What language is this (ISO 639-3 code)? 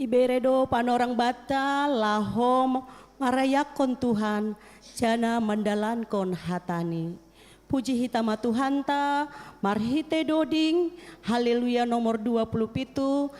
bts